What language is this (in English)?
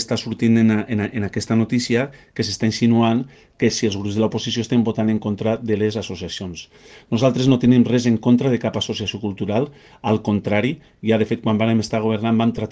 Catalan